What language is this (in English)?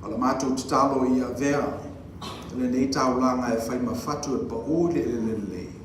Samoan